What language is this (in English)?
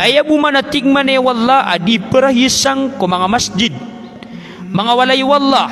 Maranao